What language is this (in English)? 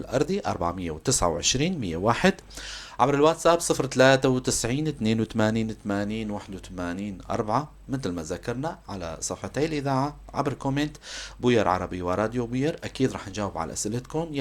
North Levantine Arabic